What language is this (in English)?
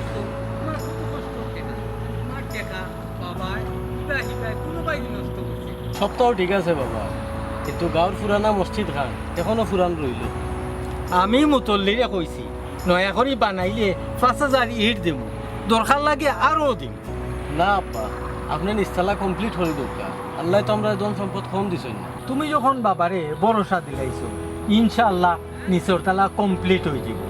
Sylheti